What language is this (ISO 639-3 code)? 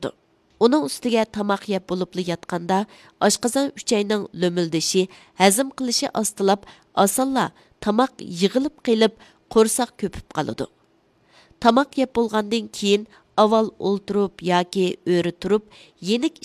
uig